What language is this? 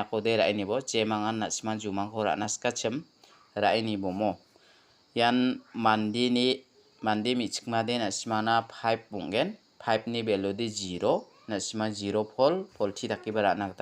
Garo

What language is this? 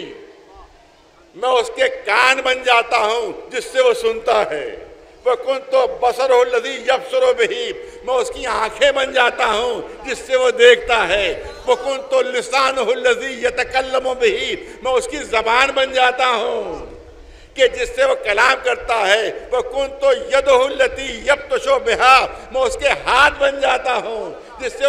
Urdu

